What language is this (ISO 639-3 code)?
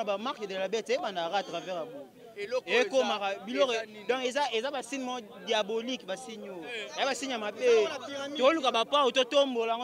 lin